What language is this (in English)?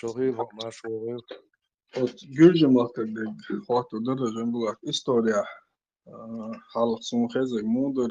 Chechen